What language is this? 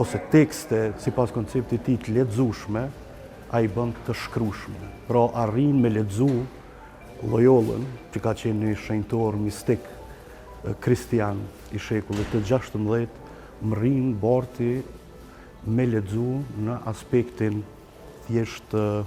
Albanian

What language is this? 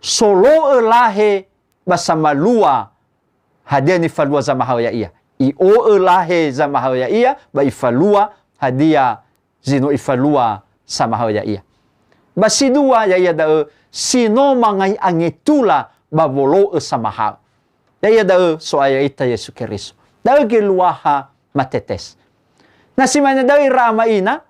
Nias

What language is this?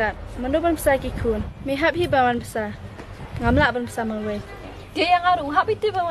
Khasi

